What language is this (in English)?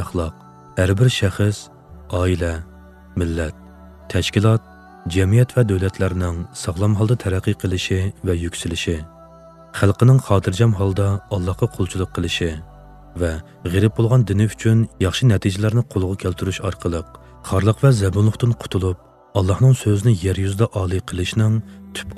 Uyghur